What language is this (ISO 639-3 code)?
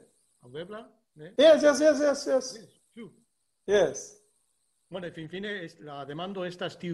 epo